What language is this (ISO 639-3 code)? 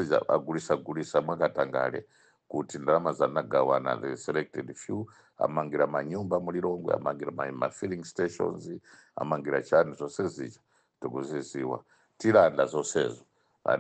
nya